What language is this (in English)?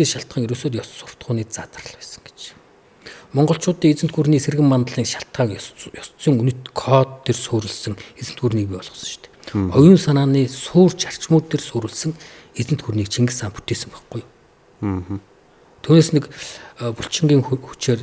Mongolian